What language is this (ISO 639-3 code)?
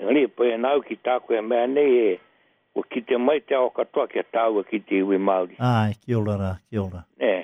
mri